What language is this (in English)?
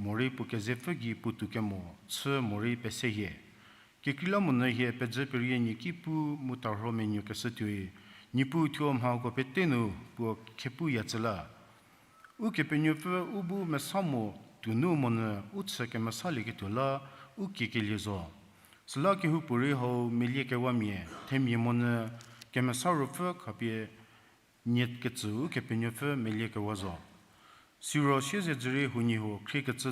Angami Naga